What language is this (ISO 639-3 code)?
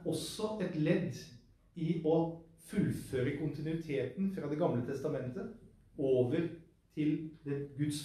nor